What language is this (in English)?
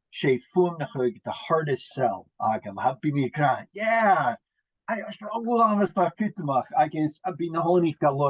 Scottish Gaelic